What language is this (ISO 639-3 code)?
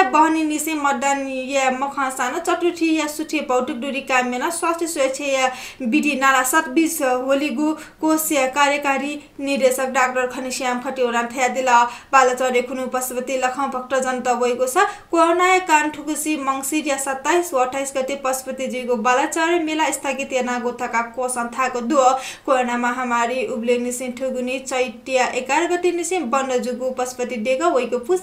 new